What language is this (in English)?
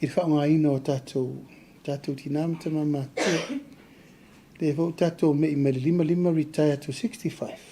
Samoan